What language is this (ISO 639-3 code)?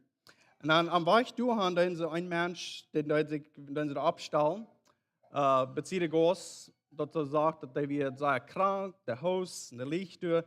pdt